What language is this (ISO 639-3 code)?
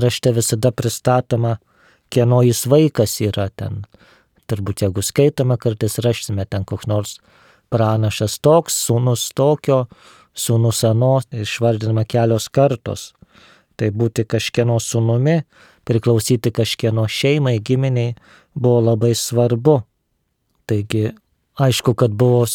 lit